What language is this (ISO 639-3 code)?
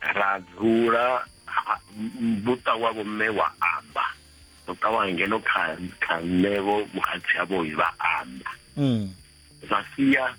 ven